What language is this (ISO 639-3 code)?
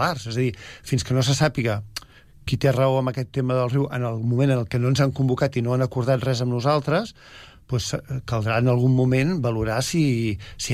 cat